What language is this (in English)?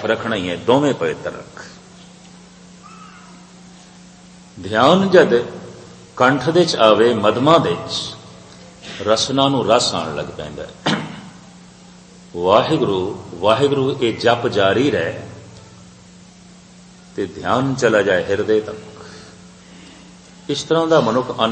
Punjabi